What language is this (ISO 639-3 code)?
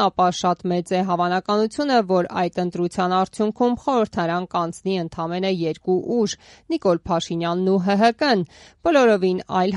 hye